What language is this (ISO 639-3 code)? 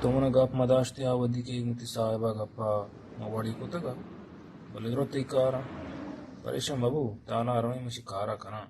bal